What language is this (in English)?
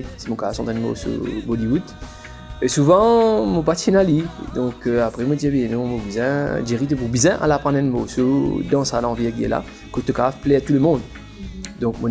Morisyen